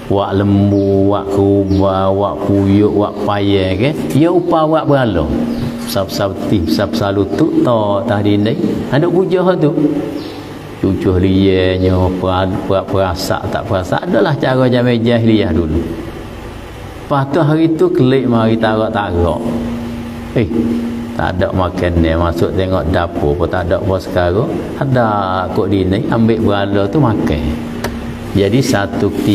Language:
Malay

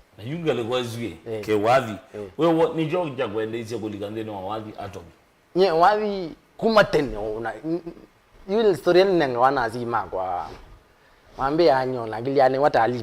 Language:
Kamba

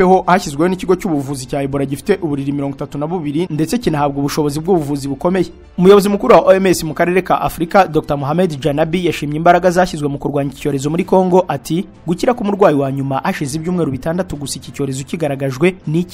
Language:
Kinyarwanda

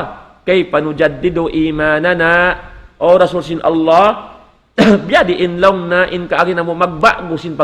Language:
Tausug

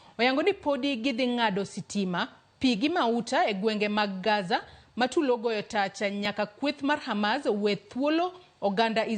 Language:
Luo (Kenya and Tanzania)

